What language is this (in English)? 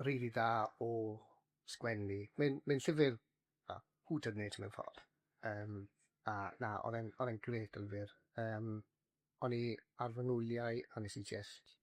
Welsh